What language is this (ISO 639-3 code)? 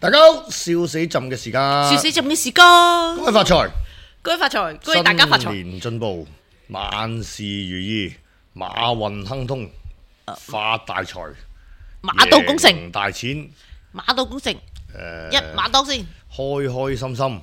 yue